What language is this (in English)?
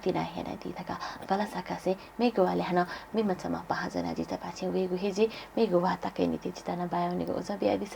Newari